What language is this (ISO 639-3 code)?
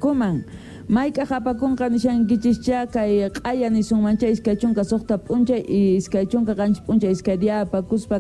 que